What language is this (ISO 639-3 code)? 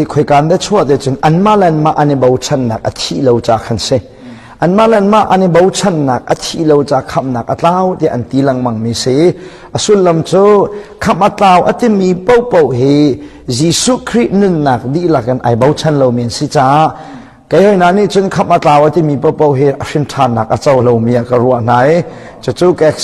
cnh